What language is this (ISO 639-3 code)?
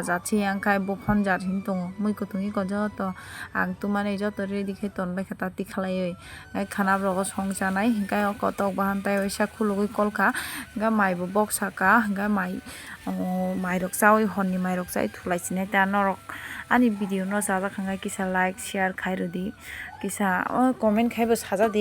trp